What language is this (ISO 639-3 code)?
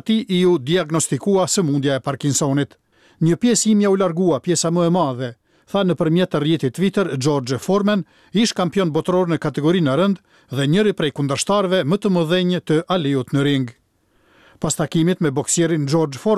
sqi